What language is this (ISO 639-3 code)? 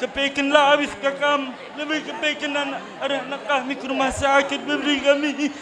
btx